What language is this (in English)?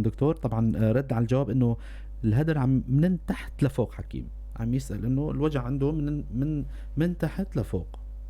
North Levantine Arabic